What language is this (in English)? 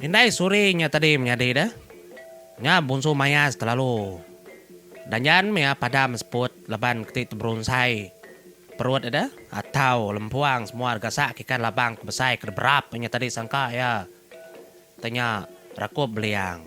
Iban